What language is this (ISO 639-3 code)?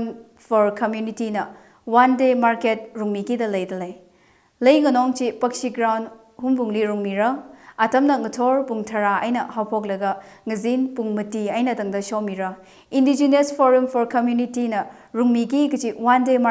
nmf